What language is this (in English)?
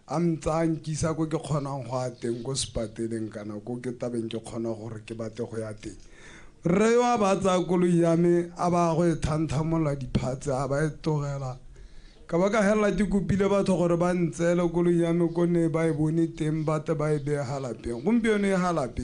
Tswana